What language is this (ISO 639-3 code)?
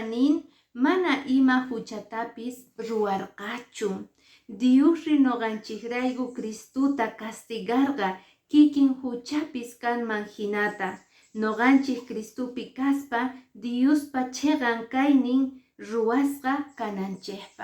que